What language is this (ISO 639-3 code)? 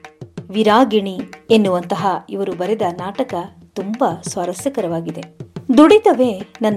kan